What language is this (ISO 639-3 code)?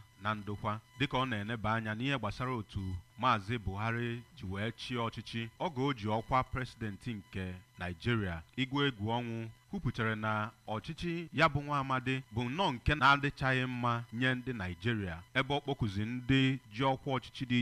ibo